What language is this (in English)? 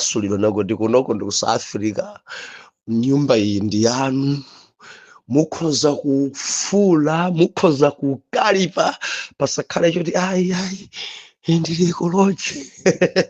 Nyanja